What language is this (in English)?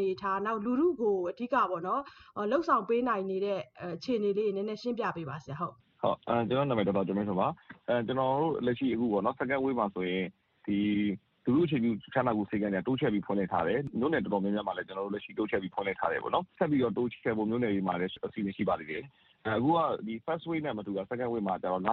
Burmese